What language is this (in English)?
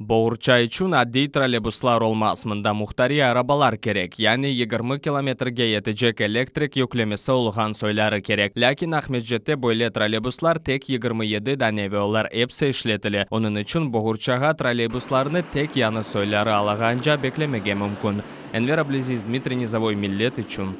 Crimean Tatar